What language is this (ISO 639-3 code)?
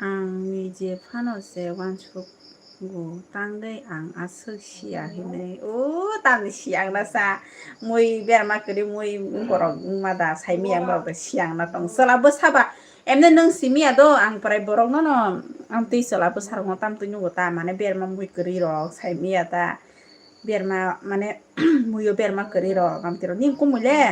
trp